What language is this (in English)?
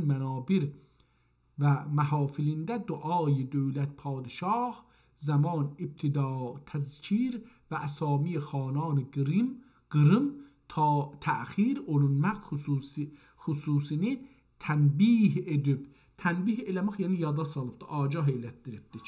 South Azerbaijani